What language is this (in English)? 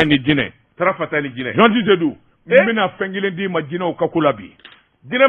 Bambara